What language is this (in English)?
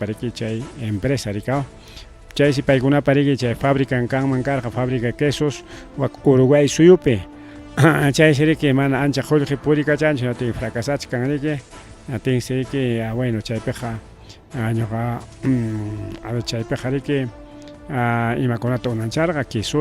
Ayacucho Quechua